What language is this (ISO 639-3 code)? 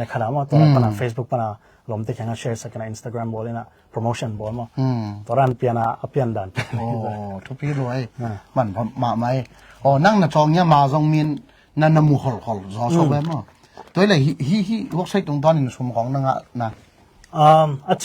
ctd